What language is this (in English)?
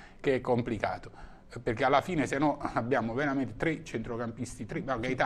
Italian